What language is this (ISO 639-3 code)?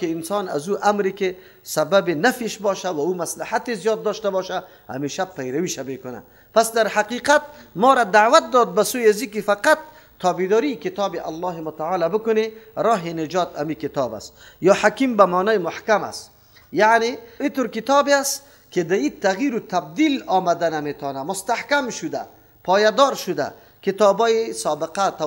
fas